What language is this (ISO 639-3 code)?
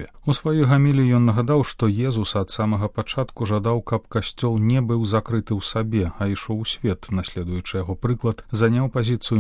bel